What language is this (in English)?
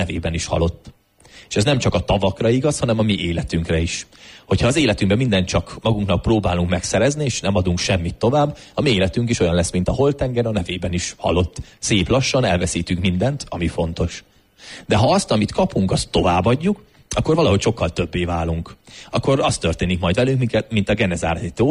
Hungarian